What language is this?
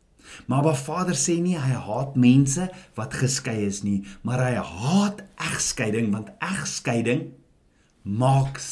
Afrikaans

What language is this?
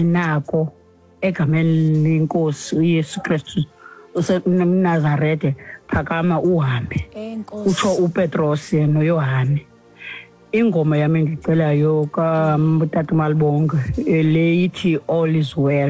Xhosa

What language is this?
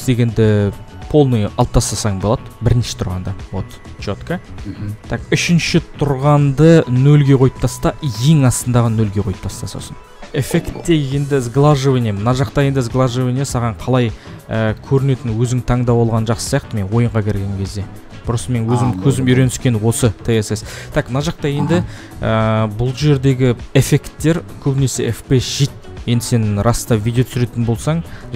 Kazakh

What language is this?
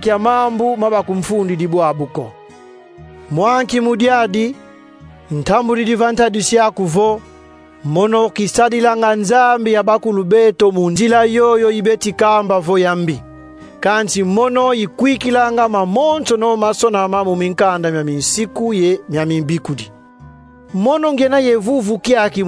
Kongo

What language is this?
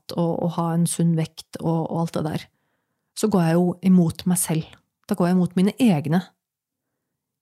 Norwegian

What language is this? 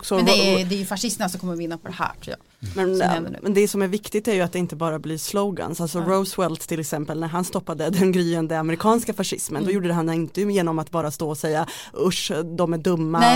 Swedish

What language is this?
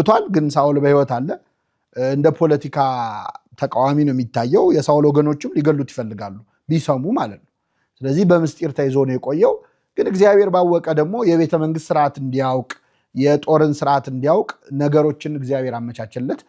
Amharic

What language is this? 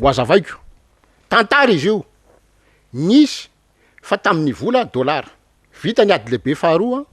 Malagasy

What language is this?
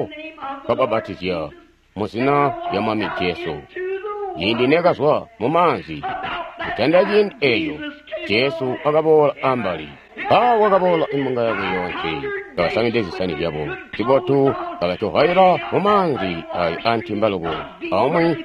Tonga (Zambia)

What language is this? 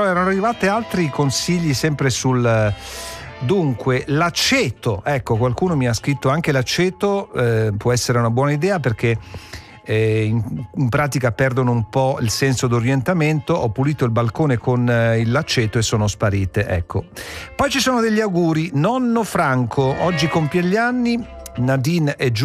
Italian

